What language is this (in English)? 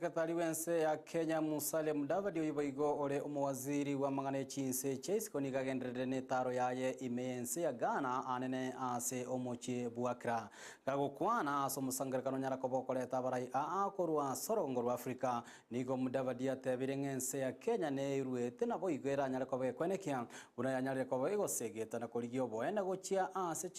Gusii